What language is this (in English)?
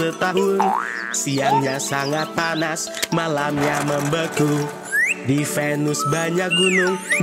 Indonesian